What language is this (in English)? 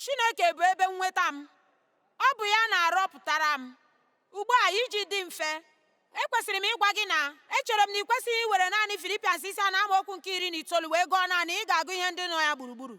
Igbo